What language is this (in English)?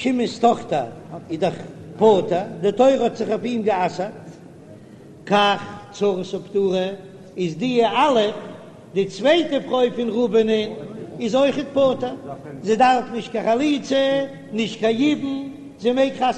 Yiddish